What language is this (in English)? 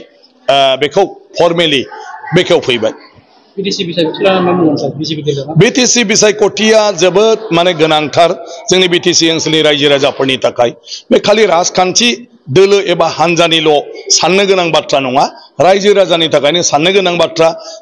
Bodo